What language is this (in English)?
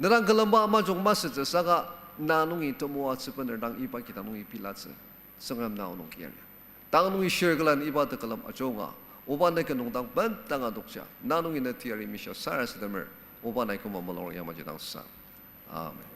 Ao Naga